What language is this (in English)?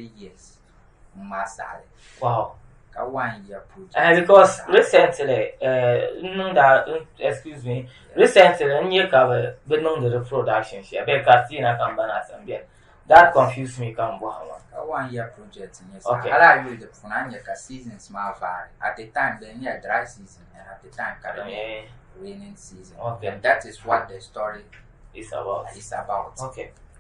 Dagbani